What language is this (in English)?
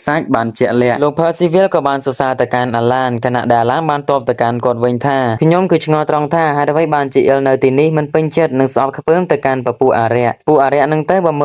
Khmer